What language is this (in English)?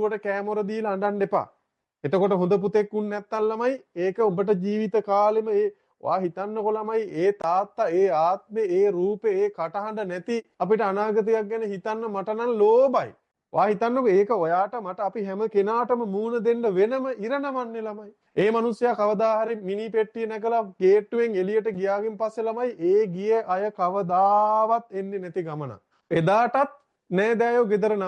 Sinhala